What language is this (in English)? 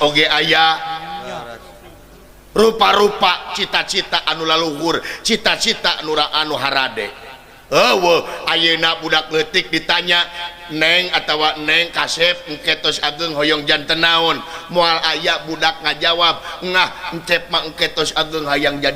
Sundanese